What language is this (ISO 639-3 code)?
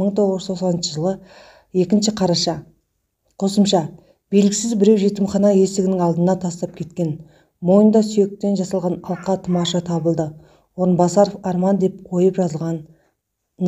kaz